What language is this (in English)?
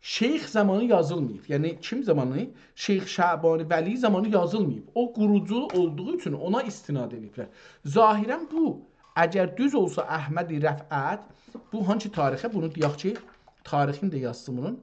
South Azerbaijani